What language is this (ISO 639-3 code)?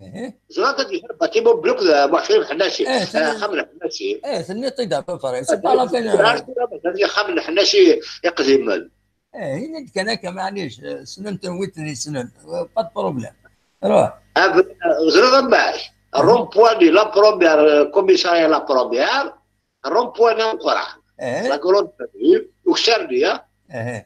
kab